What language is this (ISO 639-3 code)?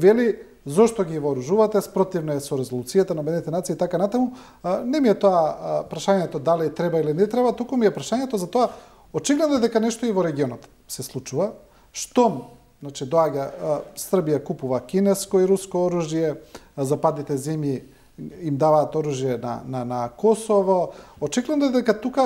mkd